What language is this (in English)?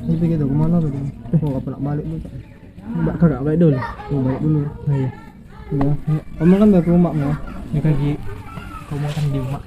Musi